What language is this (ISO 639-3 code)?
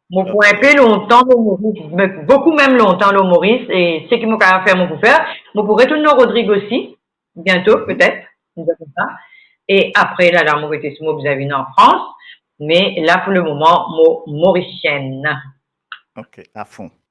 mfe